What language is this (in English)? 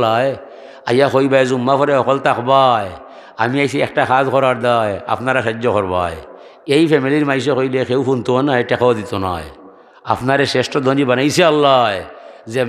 Sylheti